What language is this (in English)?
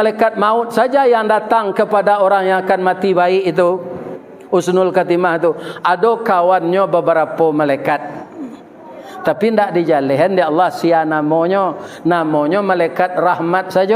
Minangkabau